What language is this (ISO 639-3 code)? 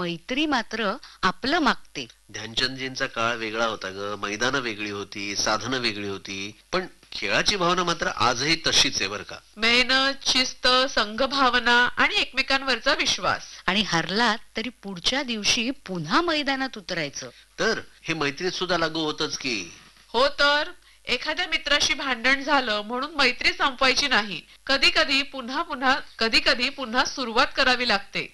mar